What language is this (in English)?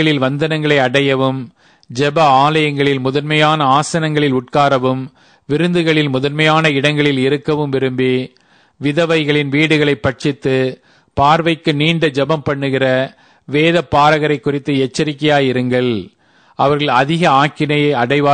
Tamil